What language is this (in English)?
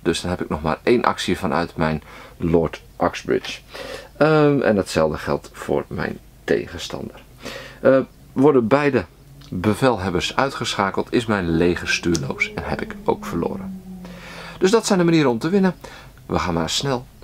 Dutch